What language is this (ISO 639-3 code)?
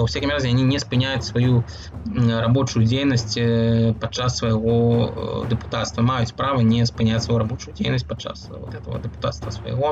bel